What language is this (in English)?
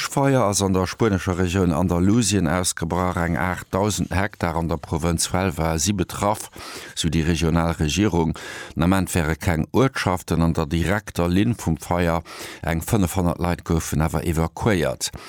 Luxembourgish